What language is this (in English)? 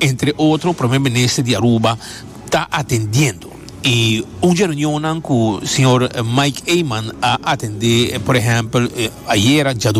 Papiamento